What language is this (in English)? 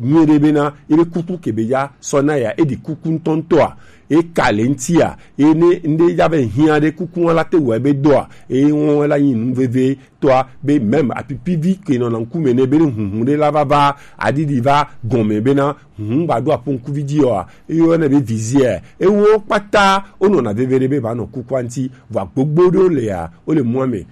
Gen